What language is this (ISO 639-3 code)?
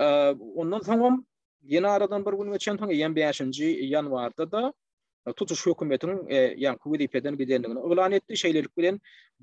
tuk